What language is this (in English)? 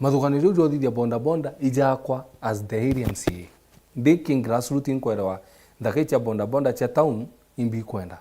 Meru